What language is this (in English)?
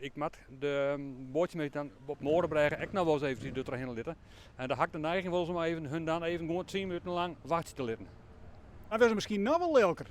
Western Frisian